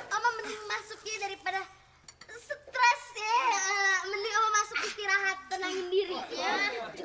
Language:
Betawi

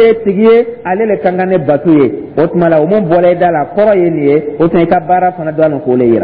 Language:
Dyula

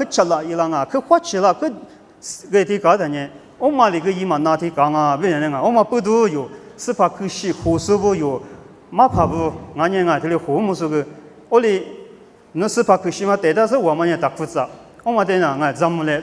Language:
Lisu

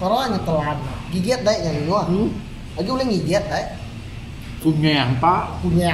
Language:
Iban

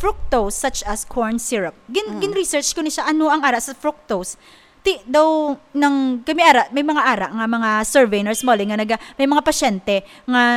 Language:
Hiligaynon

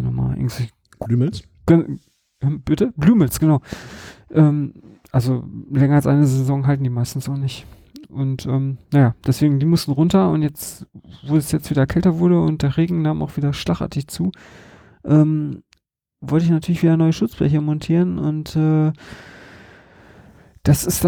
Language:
German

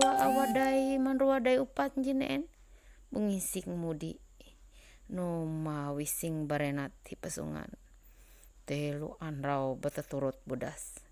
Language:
Ma'anyan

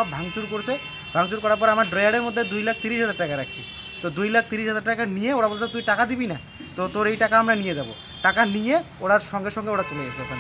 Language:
Bangla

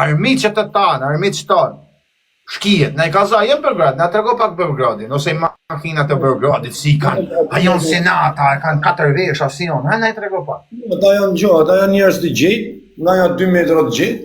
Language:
Albanian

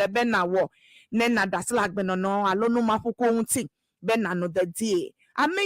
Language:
Ewe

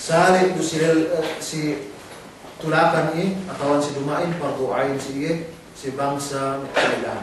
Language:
Yakan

